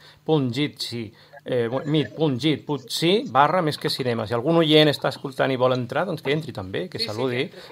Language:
Catalan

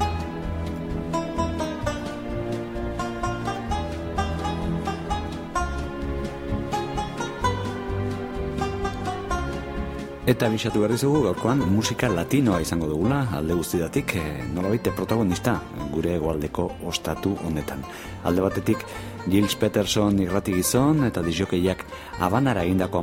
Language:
Basque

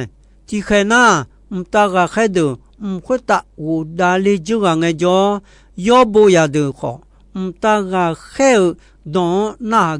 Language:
Akha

